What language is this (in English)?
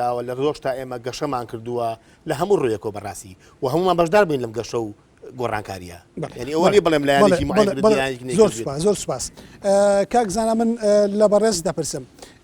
Central Kurdish